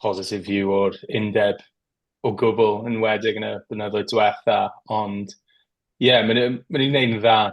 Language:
Welsh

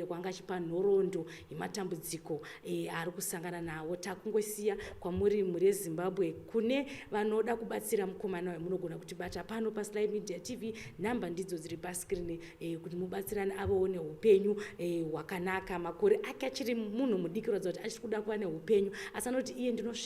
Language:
Shona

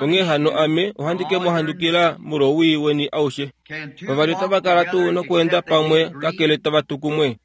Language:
Kuanyama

